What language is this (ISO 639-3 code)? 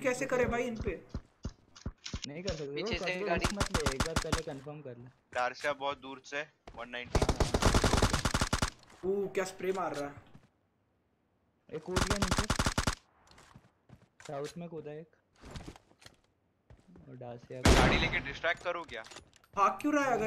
hin